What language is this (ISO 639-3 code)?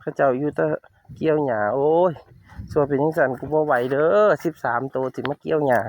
tts